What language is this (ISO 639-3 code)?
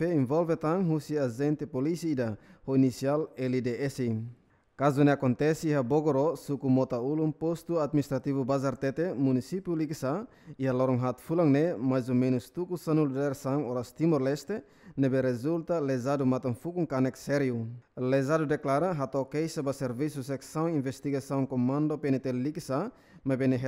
tet